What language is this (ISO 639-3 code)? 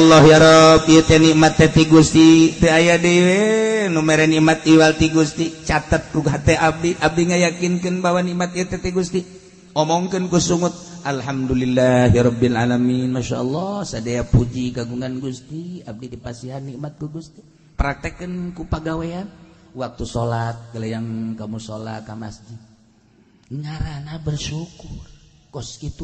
sun